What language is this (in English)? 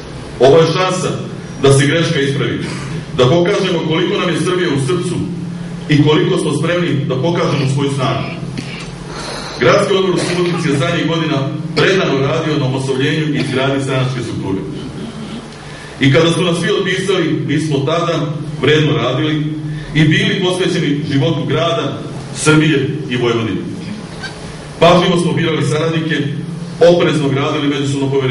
Serbian